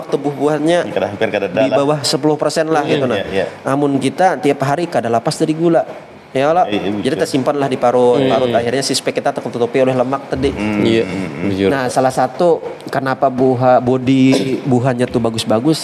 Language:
Banjar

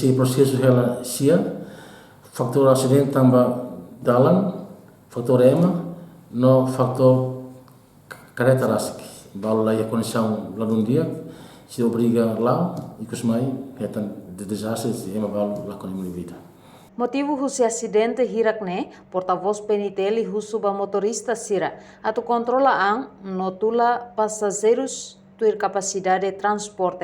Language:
Tetum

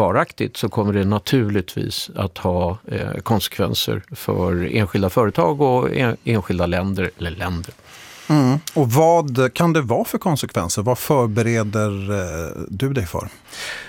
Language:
Swedish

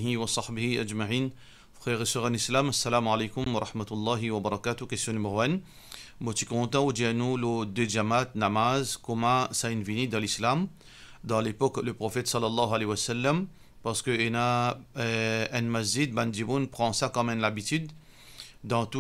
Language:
Morisyen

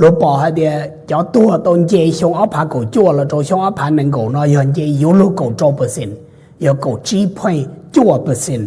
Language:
Hmong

